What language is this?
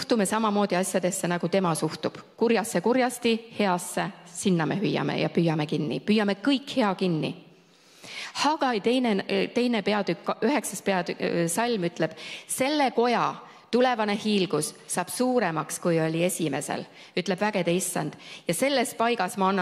Estonian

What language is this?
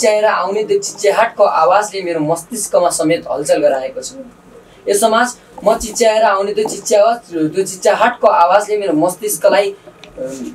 Nepali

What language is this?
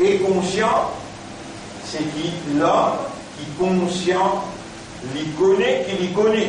Morisyen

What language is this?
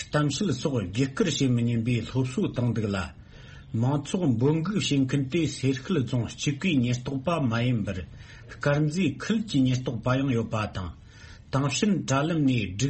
Tibetan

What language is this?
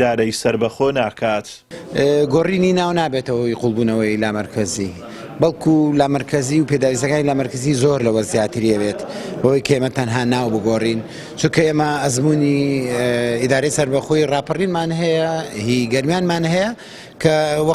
Central Kurdish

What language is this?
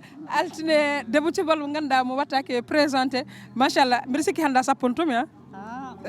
Fula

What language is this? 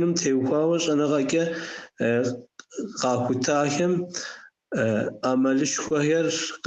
Kabardian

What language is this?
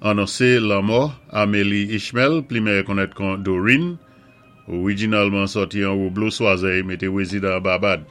Saint Lucian Creole French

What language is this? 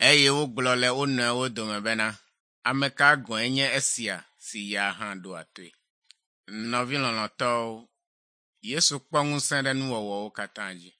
Ewe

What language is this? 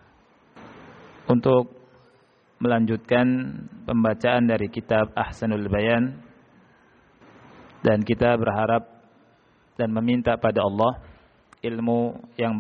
Indonesian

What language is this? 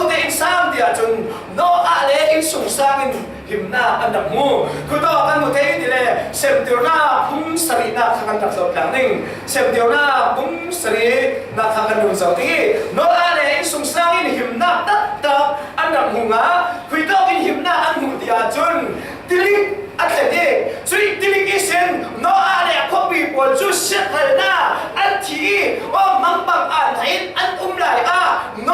Falam Chin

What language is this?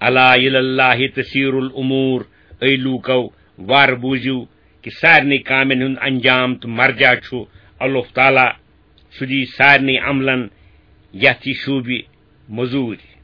Kashmiri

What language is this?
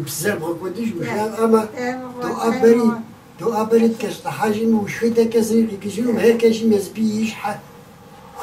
Kabardian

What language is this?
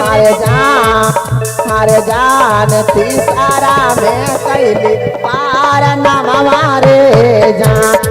Magahi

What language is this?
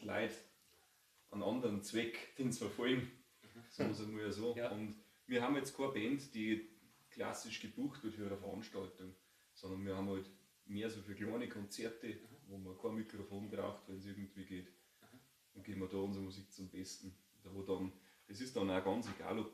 Bavarian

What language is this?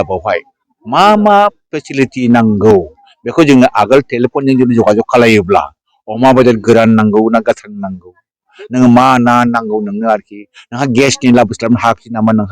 Bodo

